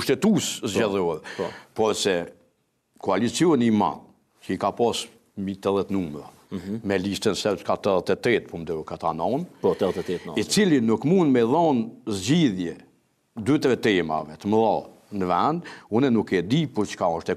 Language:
Albanian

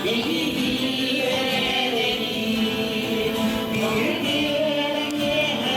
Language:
Yakut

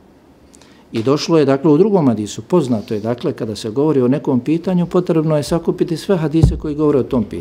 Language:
Bosnian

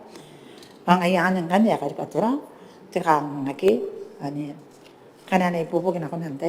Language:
Gilbertese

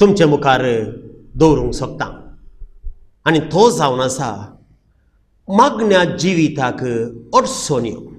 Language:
Konkani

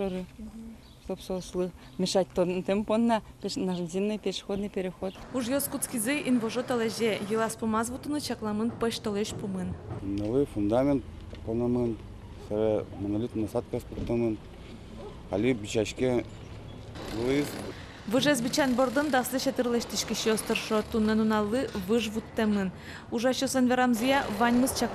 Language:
Udmurt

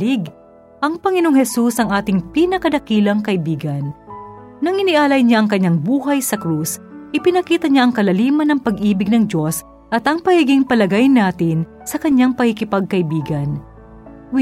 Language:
Filipino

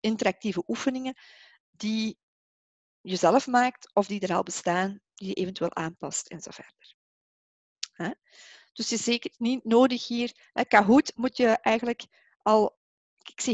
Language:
Dutch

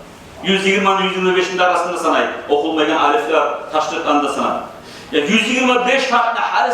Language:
Kumyk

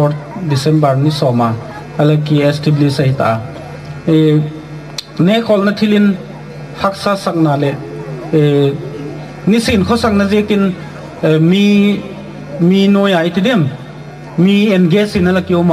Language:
Gangte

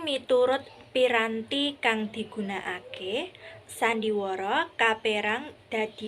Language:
Javanese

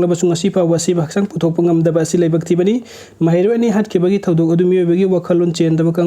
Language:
Manipuri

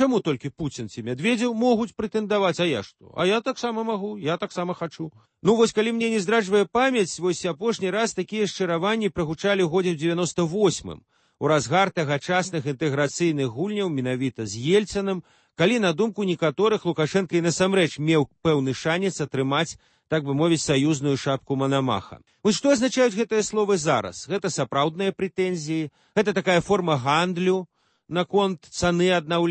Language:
Belarusian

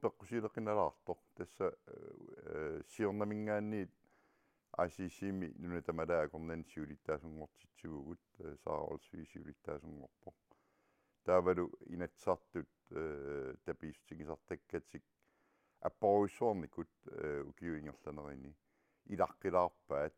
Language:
Kalaallisut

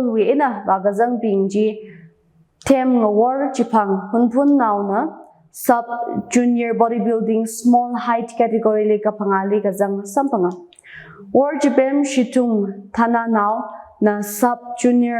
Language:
Tangkhul Naga (India)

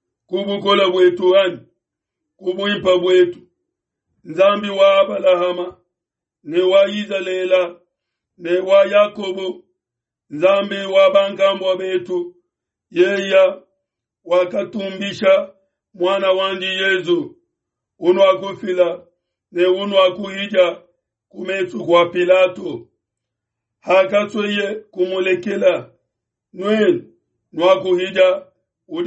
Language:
Luba-Lulua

